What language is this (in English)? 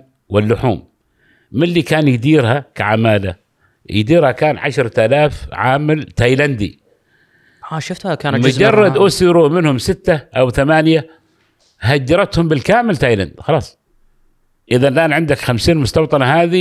Gulf Arabic